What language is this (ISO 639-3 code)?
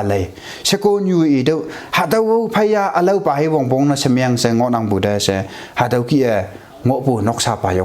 nbe